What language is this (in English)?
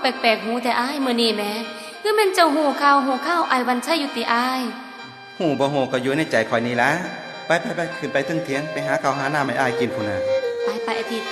Northeastern Thai